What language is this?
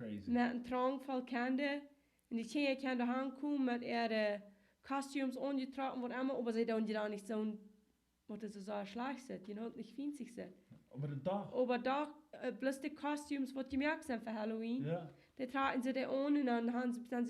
Plautdietsch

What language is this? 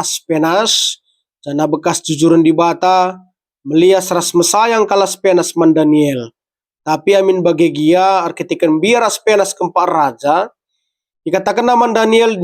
Batak Karo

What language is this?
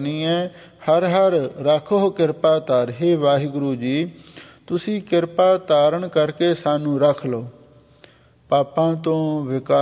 Punjabi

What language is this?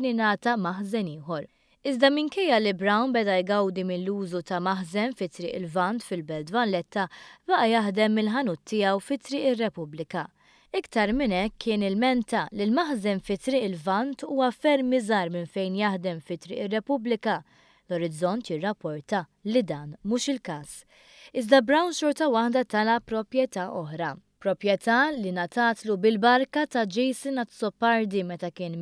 Maltese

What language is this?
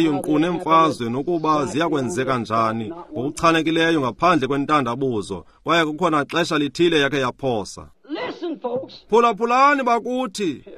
Xhosa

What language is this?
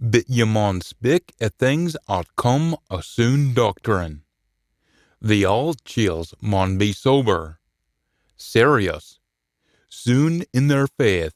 Scots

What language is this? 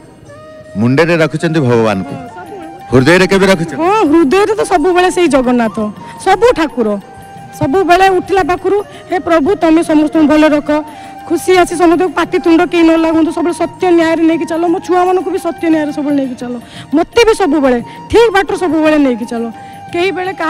Odia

